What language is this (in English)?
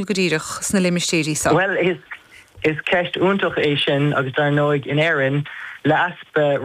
Irish